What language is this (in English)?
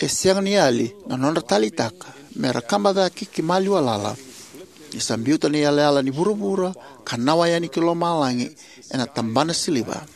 Fijian